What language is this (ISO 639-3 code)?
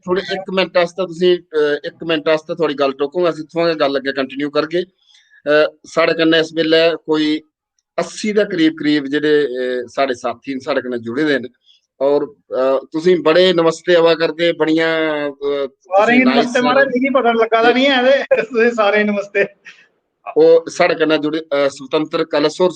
doi